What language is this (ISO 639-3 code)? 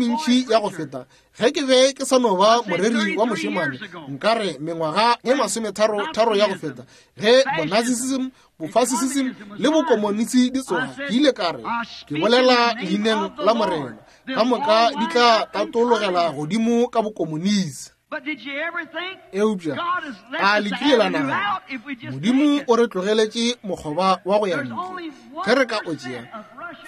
nso